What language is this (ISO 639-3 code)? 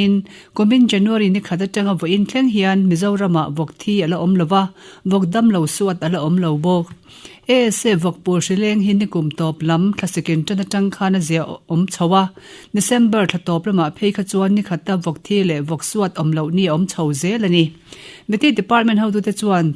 lus